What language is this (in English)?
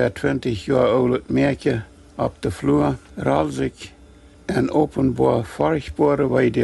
Plautdietsch